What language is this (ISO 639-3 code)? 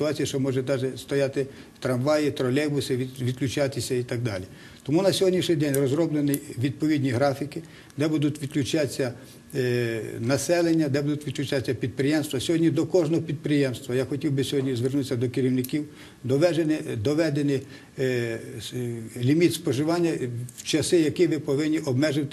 ukr